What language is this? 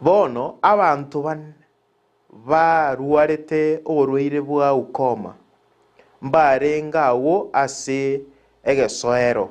Gusii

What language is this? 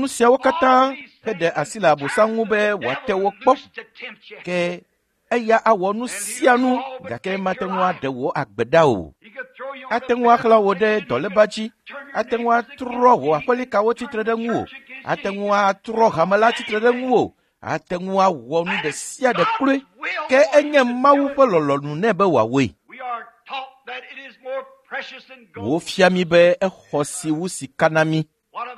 Ewe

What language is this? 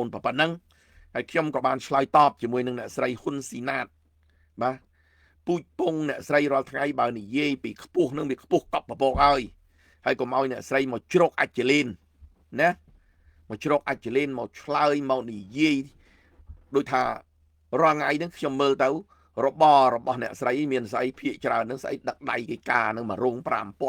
Khmer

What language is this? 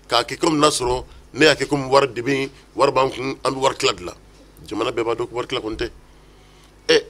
Bambara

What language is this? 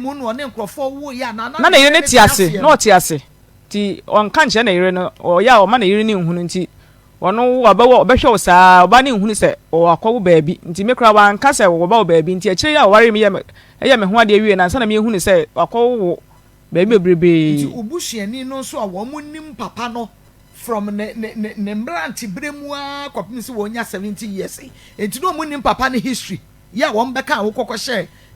Akan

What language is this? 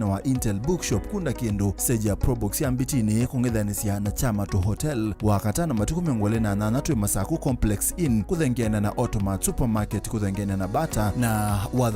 Kamba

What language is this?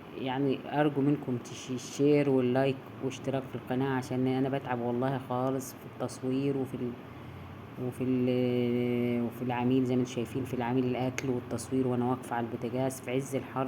Egyptian Arabic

